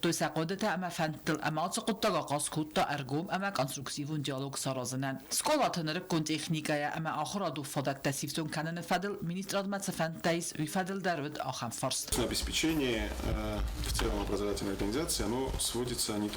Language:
Ossetic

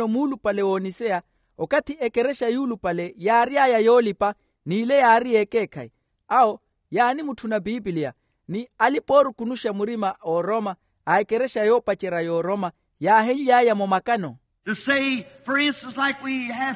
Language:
Makhuwa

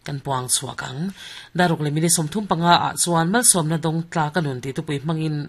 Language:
Mizo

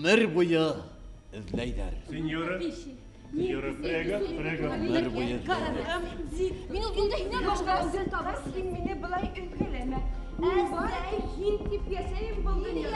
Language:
Bashkir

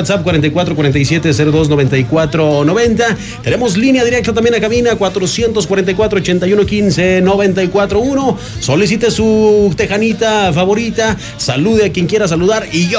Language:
Spanish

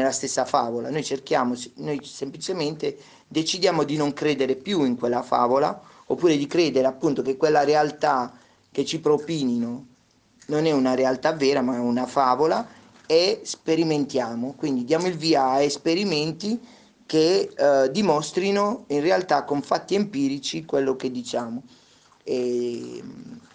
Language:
Italian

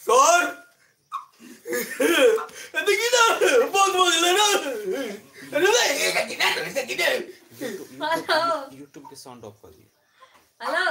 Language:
Maithili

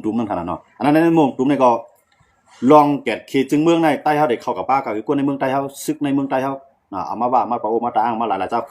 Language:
Shan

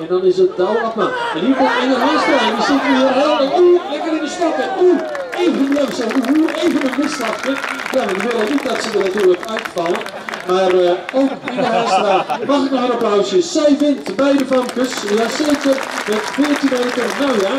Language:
Western Frisian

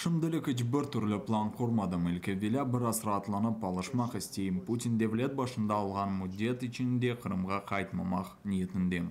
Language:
Crimean Tatar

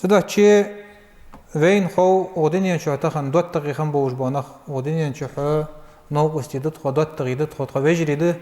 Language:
Ingush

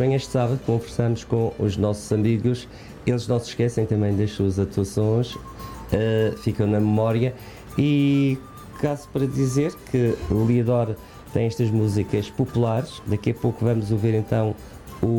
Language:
Portuguese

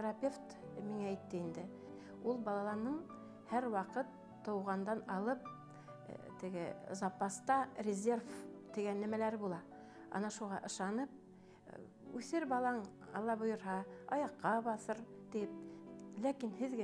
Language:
Bashkir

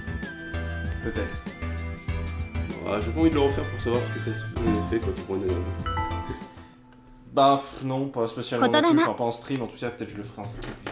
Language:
French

